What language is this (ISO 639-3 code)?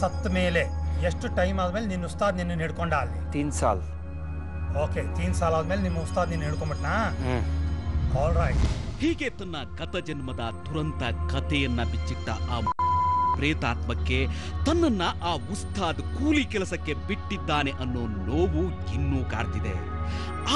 kan